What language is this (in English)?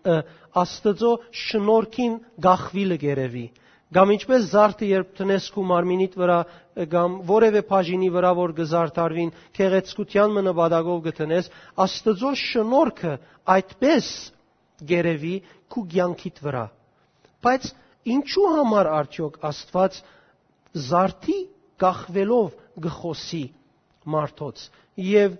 Western Armenian